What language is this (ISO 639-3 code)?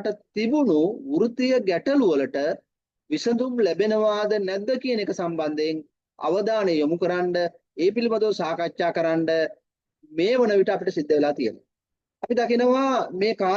sin